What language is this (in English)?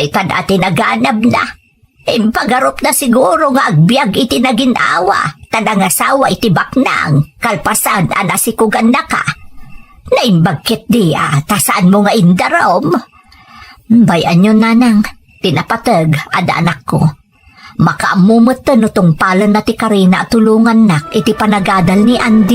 Iloko